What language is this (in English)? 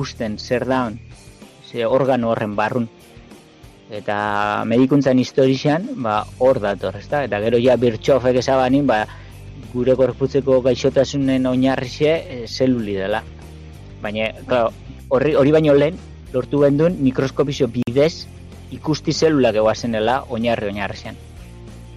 Basque